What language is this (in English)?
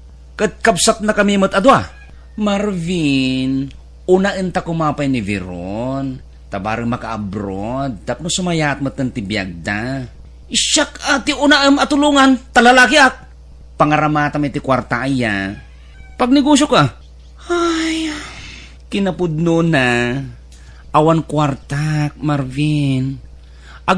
Iloko